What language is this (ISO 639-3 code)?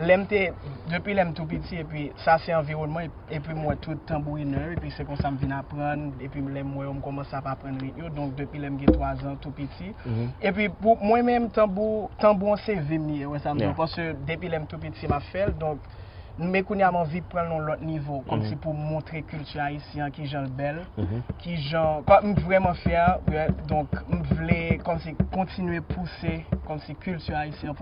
hat